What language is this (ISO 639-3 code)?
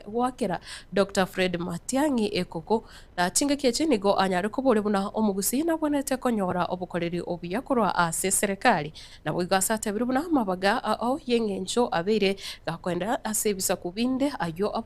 guz